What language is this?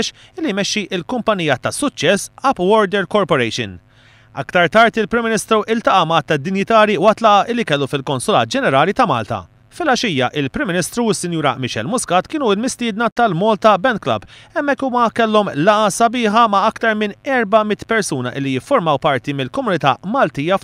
Maltese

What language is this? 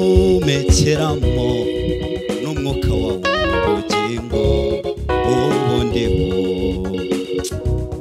Kinyarwanda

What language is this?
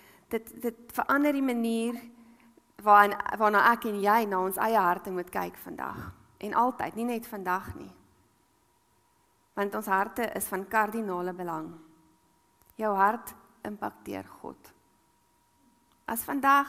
Afrikaans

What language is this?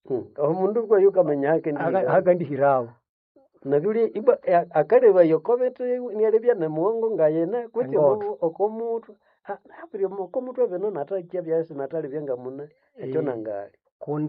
Nande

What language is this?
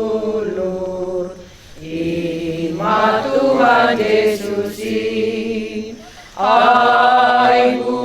Batak Simalungun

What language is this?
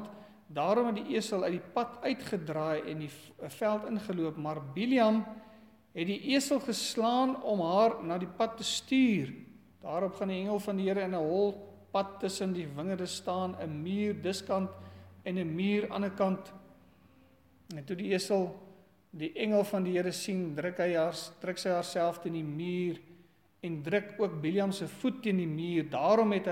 Afrikaans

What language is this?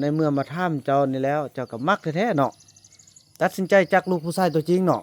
Lao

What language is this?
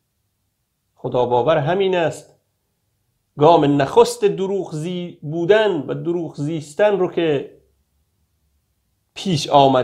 Persian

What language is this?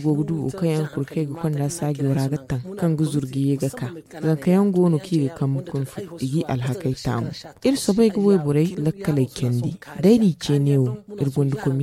Zarma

